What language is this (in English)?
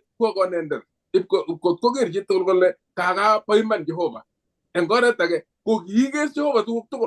Kalenjin